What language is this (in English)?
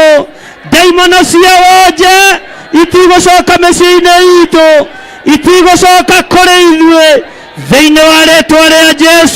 Kikuyu